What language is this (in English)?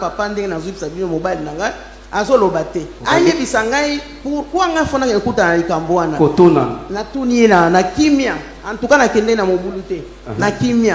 Lingala